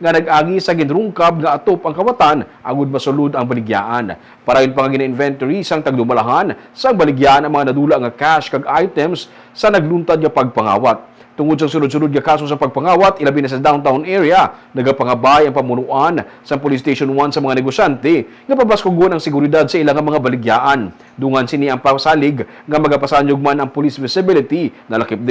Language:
Hiligaynon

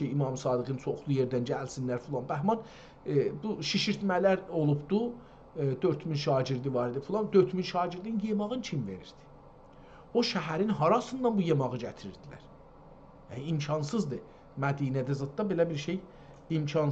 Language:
South Azerbaijani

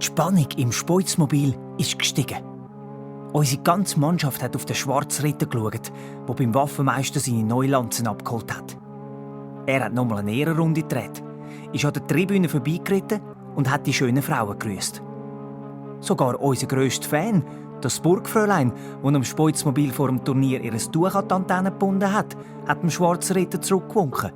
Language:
Swiss German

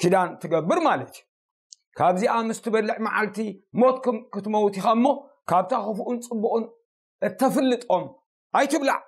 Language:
Tigrinya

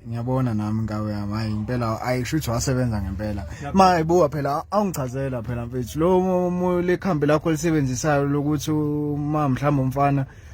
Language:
Zulu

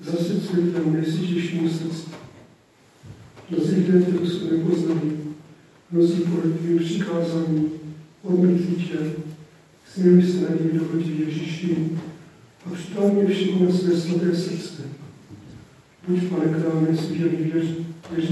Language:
Czech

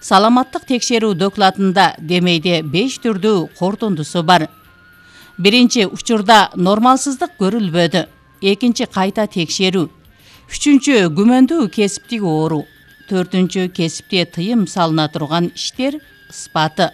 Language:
Kyrgyz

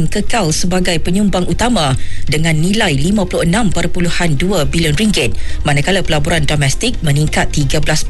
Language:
Malay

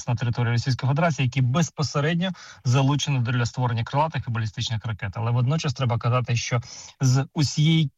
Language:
Ukrainian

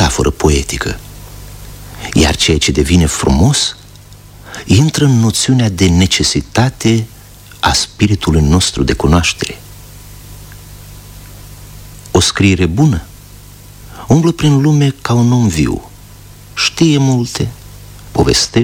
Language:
Romanian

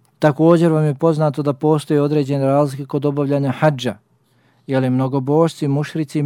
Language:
Bosnian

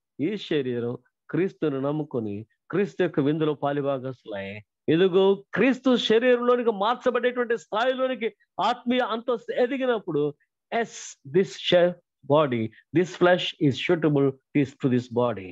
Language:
Telugu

